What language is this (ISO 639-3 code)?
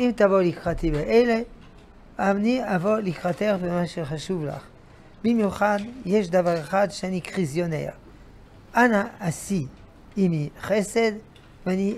heb